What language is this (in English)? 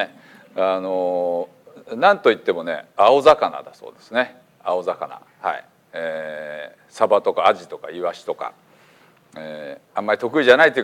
Japanese